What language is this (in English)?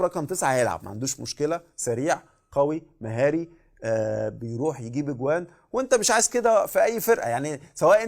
Egyptian Arabic